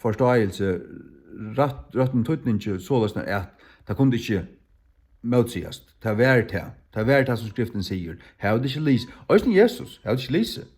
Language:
Faroese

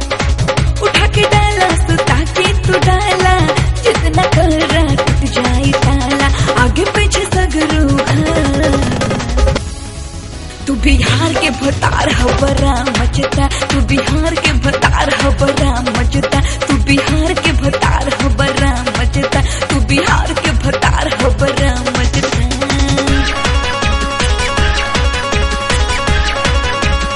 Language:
Bhojpuri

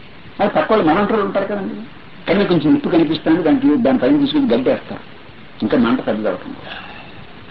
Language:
Telugu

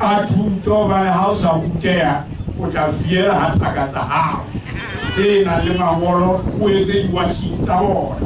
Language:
Southern Sotho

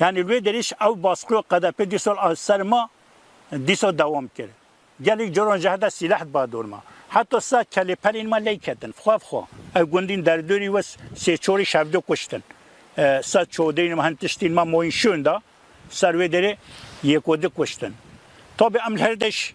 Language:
Kurdish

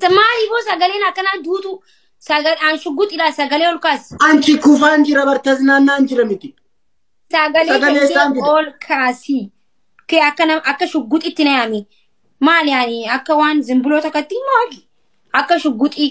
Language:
Oromo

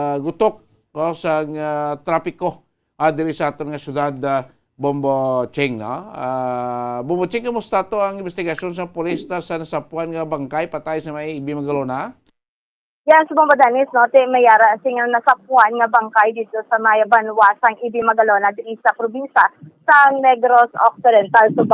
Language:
Hiligaynon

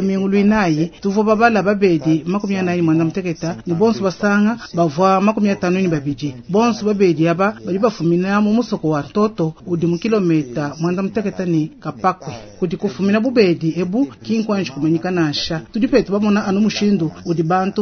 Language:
Luba-Lulua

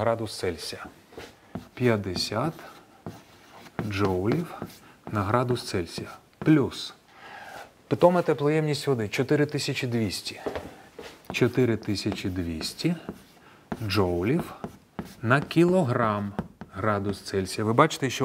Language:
Ukrainian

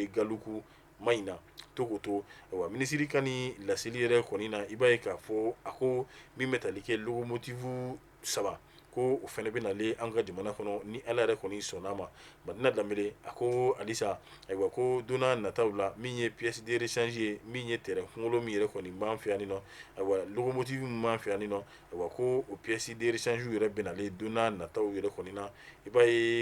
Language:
Bambara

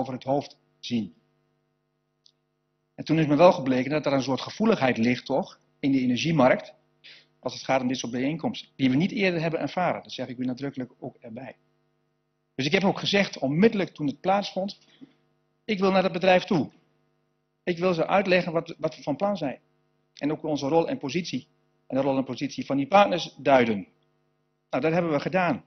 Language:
Dutch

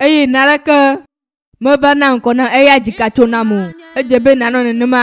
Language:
Ewe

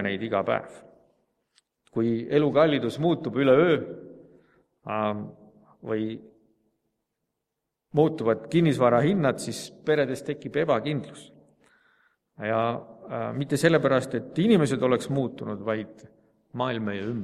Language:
Estonian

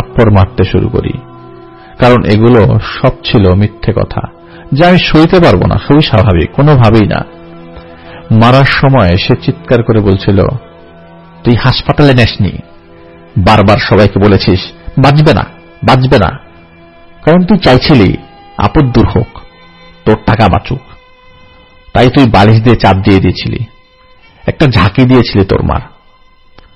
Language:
Bangla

